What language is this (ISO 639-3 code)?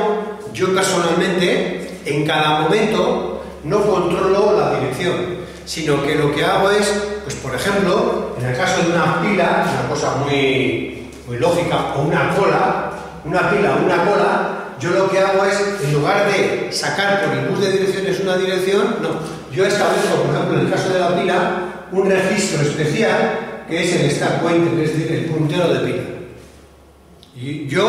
spa